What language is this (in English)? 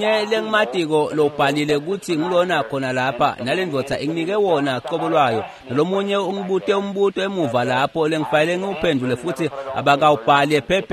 Swati